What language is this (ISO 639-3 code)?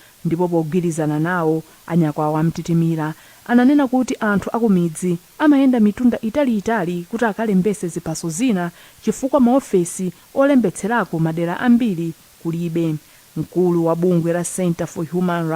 nya